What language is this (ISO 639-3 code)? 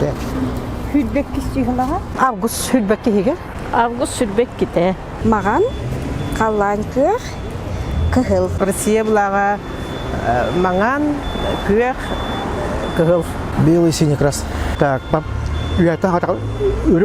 sah